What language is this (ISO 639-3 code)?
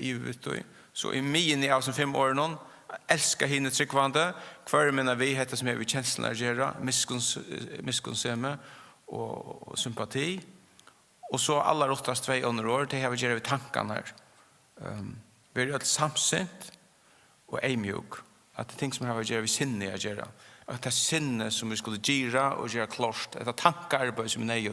fao